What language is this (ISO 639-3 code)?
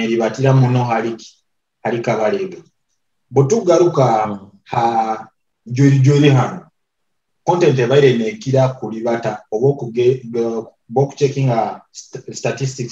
nyo